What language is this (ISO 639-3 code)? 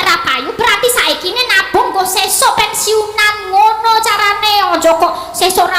jav